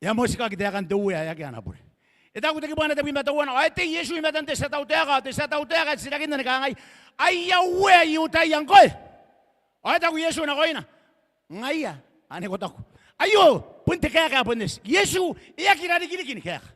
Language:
Gilbertese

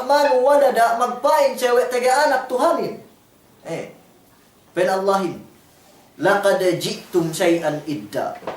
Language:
Yakan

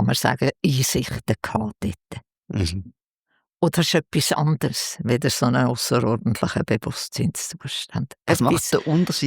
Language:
Swiss German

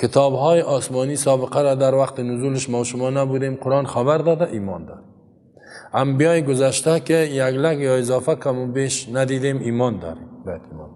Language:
Persian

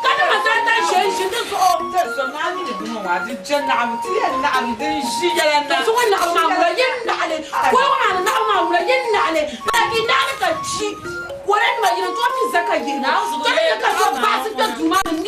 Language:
Dagbani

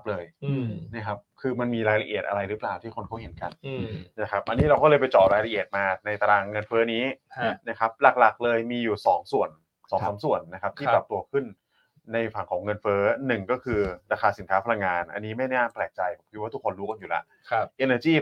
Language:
Thai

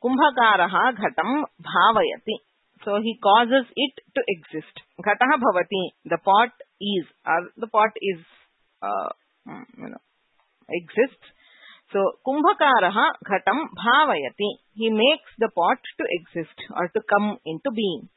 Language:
Sanskrit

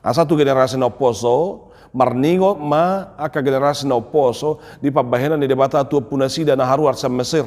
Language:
Batak Toba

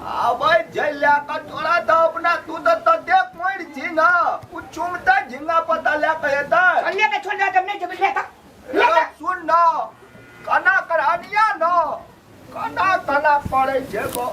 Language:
Maithili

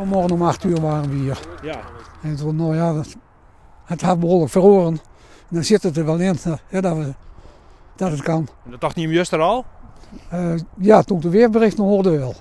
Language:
Western Frisian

